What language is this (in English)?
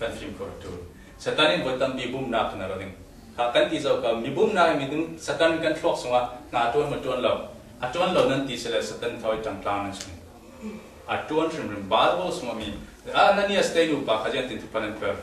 Falam Chin